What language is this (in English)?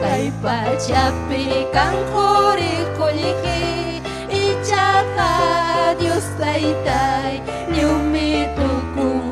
Ayacucho Quechua